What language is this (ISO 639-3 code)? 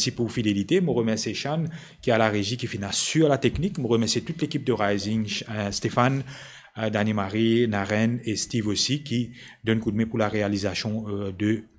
mfe